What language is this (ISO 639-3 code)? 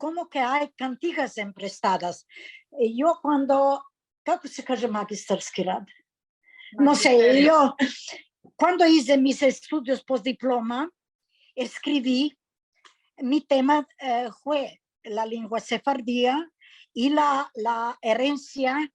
lad